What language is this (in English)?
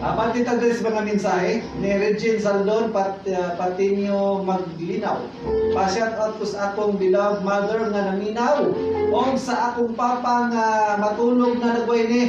Cebuano